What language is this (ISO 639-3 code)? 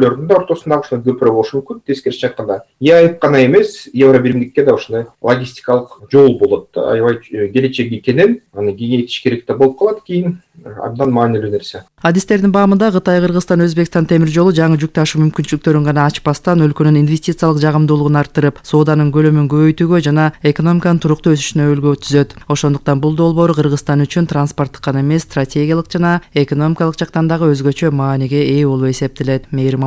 kir